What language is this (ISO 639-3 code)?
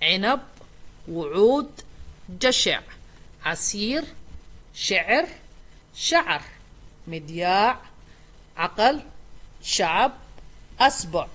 som